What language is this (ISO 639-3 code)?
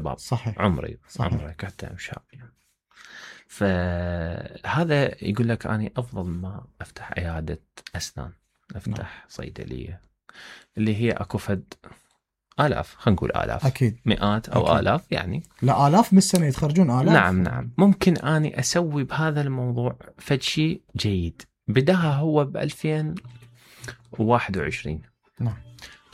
acm